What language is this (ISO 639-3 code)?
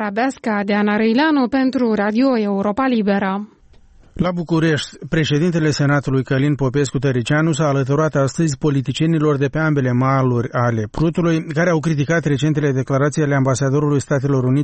ron